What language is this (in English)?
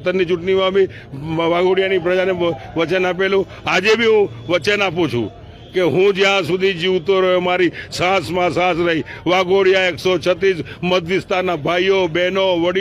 Gujarati